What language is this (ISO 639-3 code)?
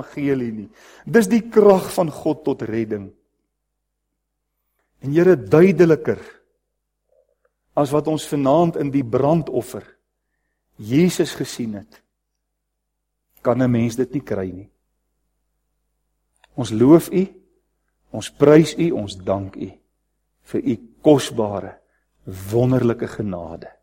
afr